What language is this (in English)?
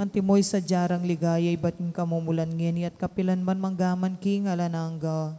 Pampanga